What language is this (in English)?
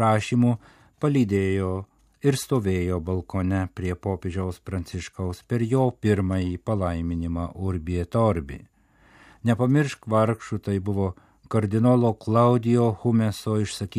Lithuanian